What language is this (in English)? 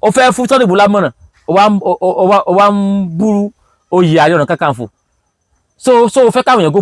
Yoruba